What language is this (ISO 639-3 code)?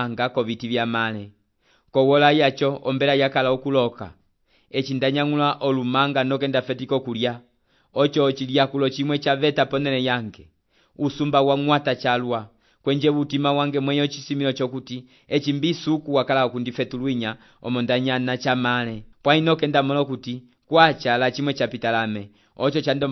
umb